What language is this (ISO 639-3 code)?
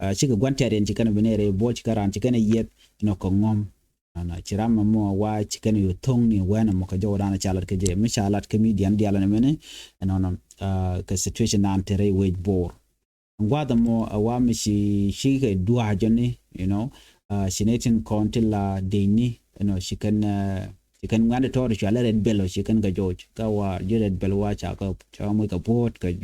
nus